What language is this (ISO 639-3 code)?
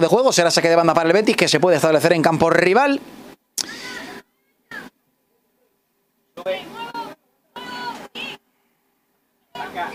spa